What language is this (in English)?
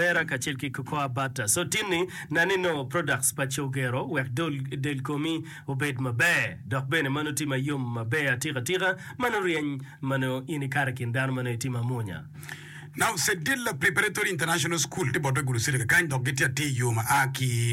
Acoli